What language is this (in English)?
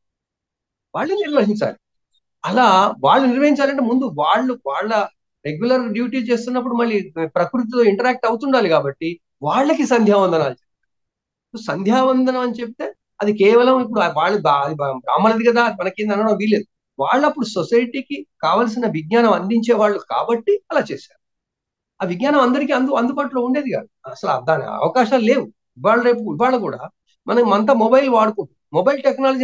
Telugu